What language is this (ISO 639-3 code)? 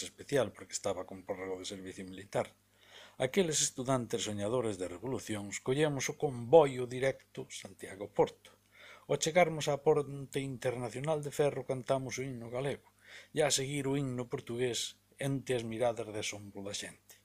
glg